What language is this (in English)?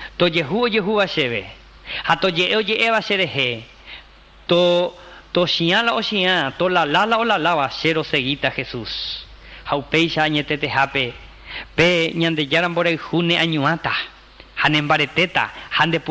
Guarani